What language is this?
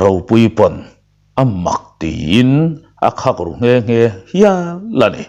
Mizo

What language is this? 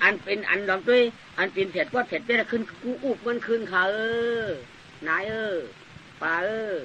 Shan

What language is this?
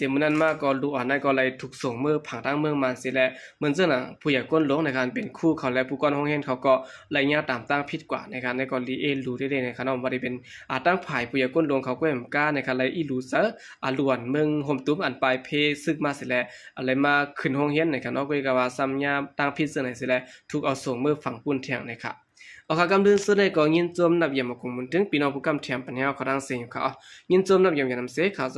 Shan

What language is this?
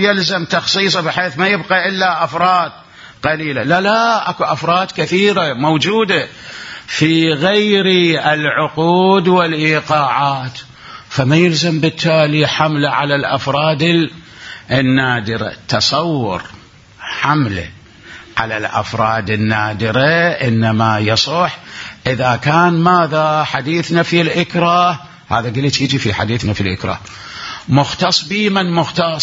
Mesopotamian Arabic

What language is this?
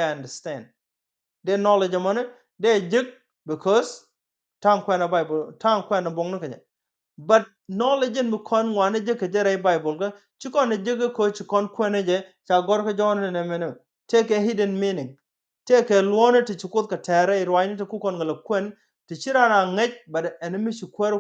Nuer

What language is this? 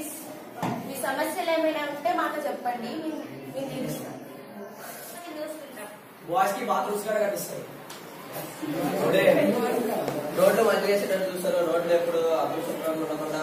Telugu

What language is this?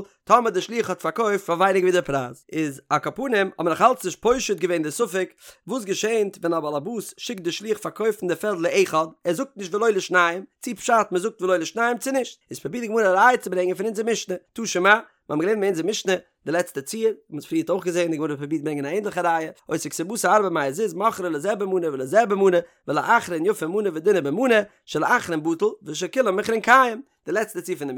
Yiddish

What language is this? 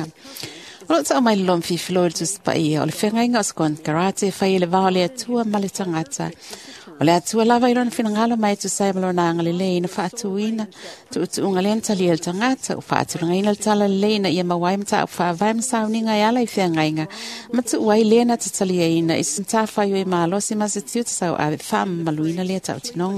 Samoan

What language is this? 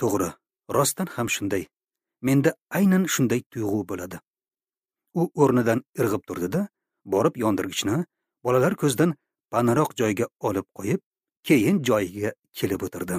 Uzbek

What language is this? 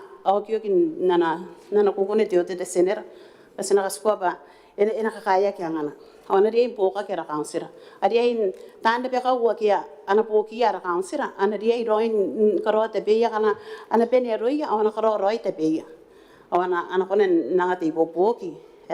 Gilbertese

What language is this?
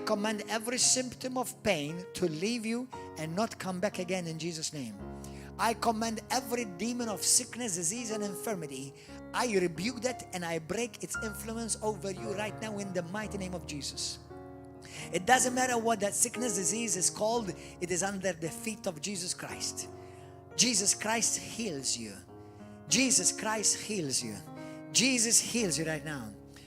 English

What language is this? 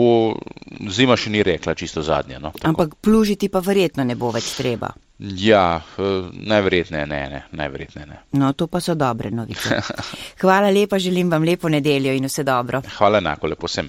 Slovenian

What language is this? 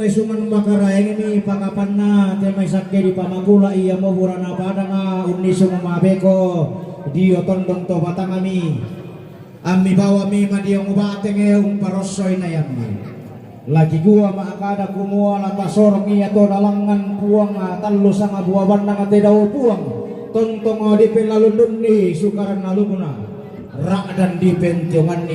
Toraja-Sa'dan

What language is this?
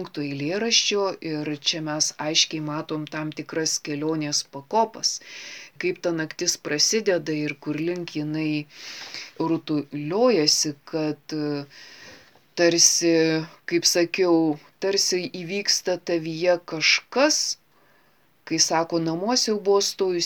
Lithuanian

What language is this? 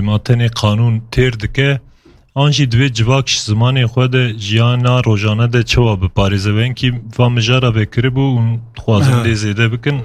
Kurdish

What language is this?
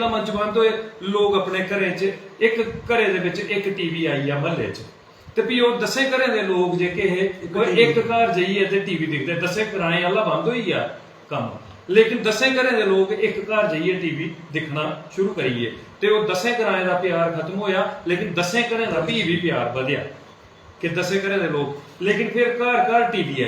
Dogri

